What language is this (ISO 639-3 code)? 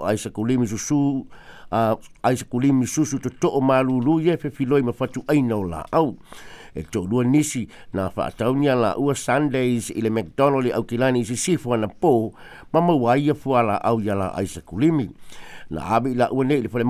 smo